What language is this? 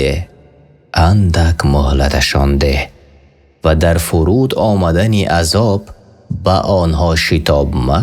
Tajik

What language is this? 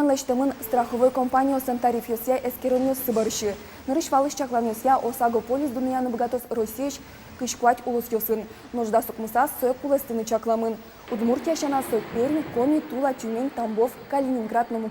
Udmurt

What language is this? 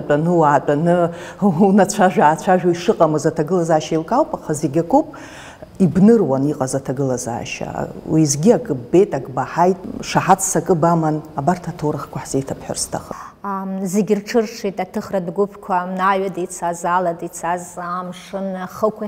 Abkhazian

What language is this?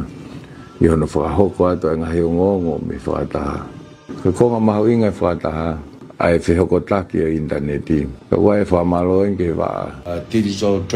Tongan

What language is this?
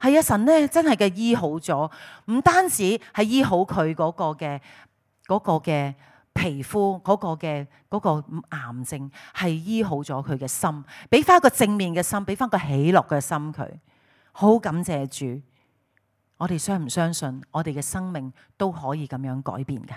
Cantonese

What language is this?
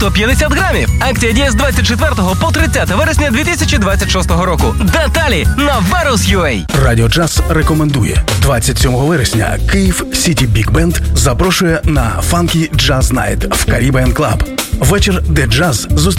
Ukrainian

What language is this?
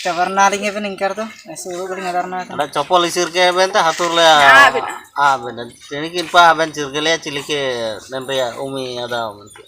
Ho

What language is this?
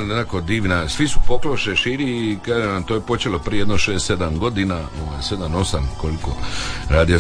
Croatian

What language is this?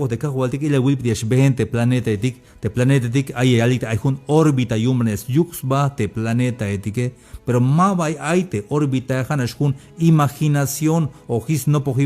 Tzeltal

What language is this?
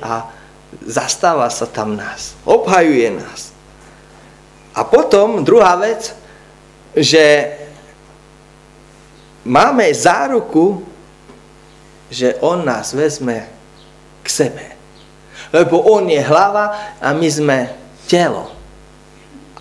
Slovak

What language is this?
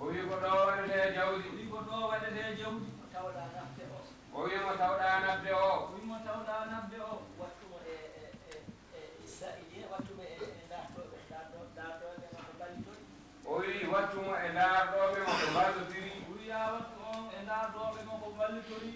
Fula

